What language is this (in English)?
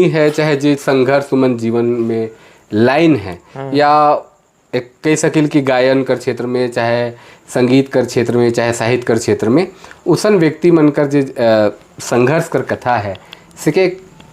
Sadri